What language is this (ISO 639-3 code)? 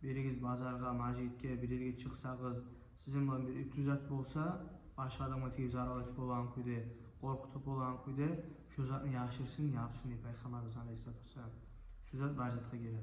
kum